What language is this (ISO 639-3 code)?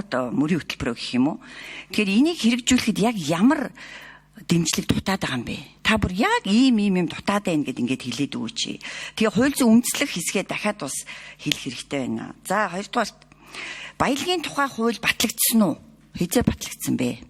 mon